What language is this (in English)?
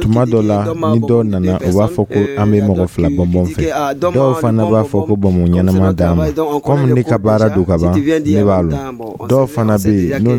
Dyula